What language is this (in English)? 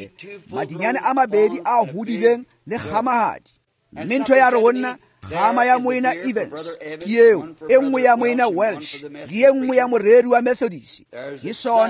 Tswana